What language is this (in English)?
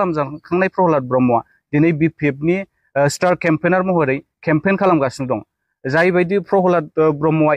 Bodo